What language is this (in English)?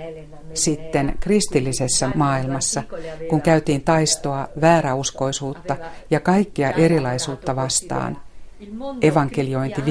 Finnish